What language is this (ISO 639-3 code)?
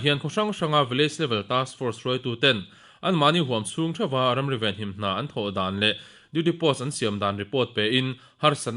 lus